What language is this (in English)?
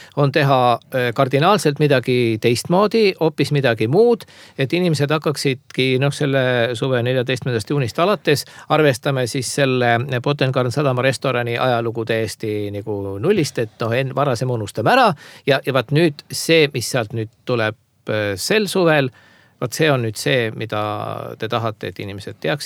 Estonian